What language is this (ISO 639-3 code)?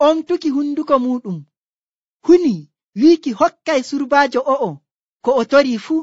fuv